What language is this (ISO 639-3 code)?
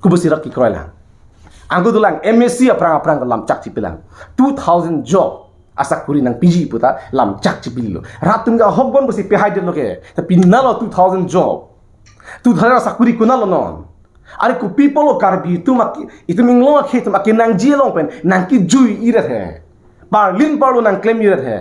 mjw